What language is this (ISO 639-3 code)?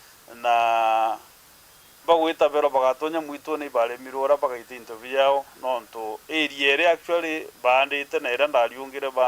mer